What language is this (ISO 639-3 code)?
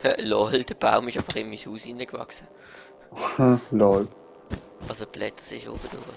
gsw